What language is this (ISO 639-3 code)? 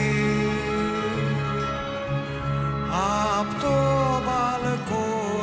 ell